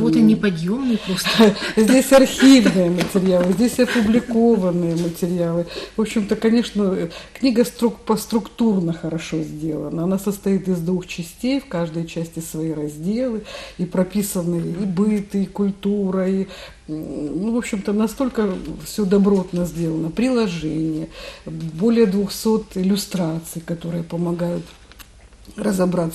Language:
Russian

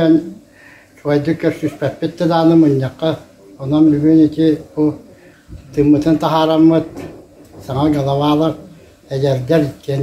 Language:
Yakut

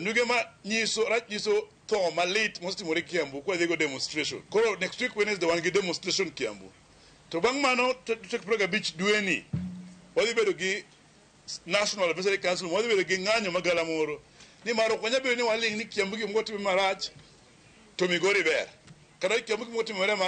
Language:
Luo (Kenya and Tanzania)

